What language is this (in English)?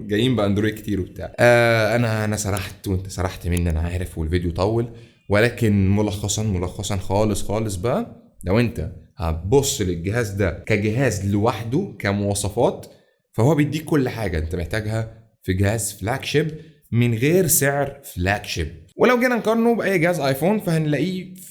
Egyptian Arabic